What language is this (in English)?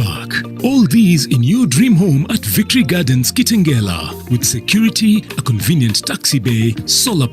Kalenjin